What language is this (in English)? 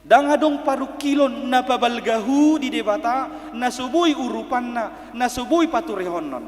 Batak Toba